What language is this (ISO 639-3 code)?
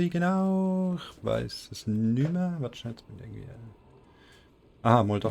gsw